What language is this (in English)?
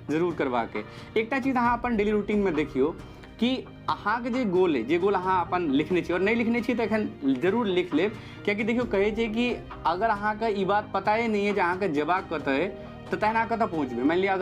Maithili